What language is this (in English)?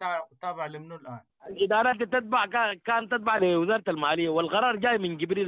Sudanese Arabic